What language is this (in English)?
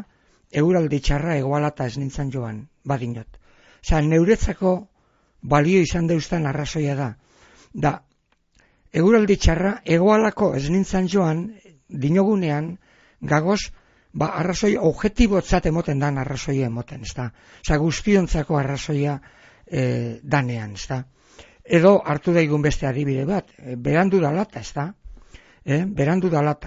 Basque